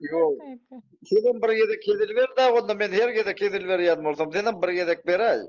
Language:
Turkmen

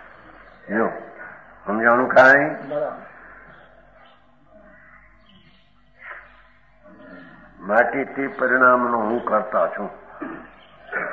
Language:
Gujarati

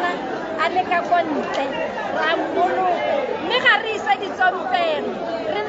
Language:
Tswana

